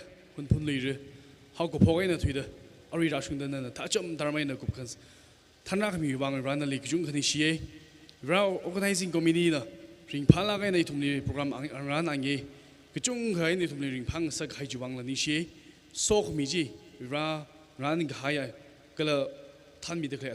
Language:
Tangkhul Naga (India)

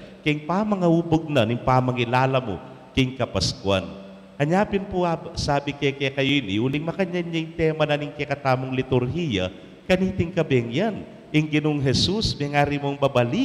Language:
Pampanga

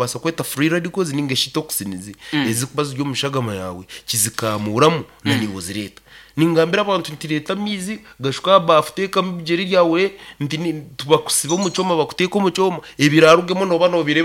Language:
Nyankole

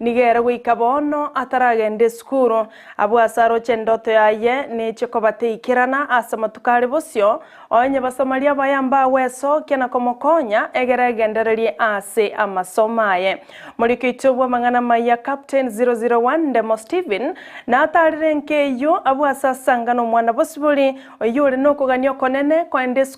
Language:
Gusii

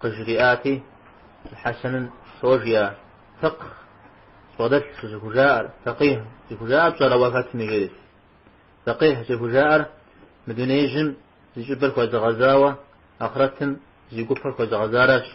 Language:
Kabardian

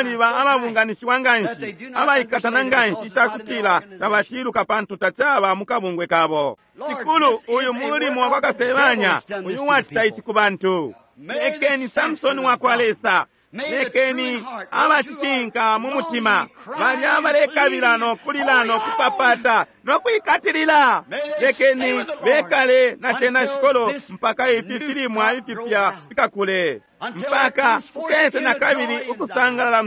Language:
Bemba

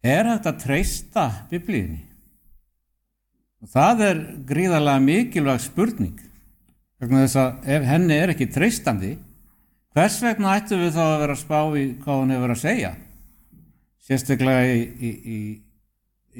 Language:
Icelandic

